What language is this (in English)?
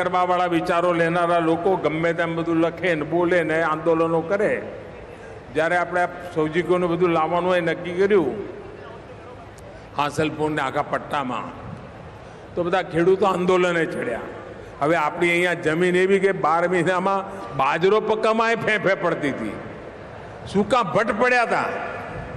Gujarati